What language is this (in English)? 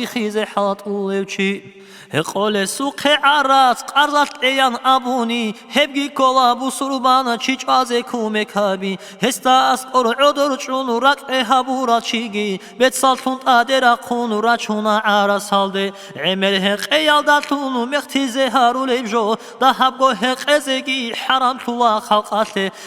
Avaric